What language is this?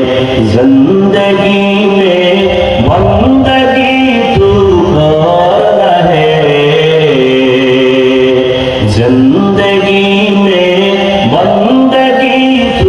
Bangla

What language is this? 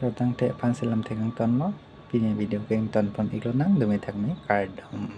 Karbi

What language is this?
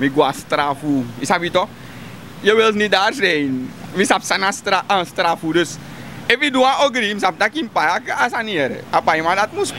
Sranan Tongo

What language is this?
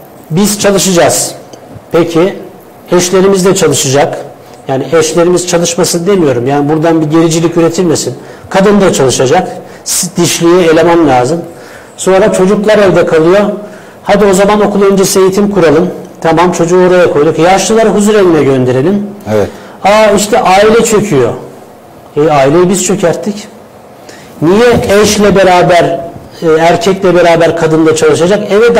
Turkish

